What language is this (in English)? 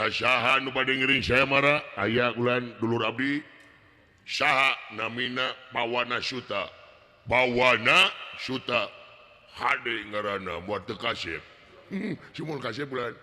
Sundanese